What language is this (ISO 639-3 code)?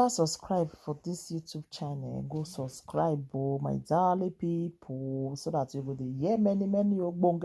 pcm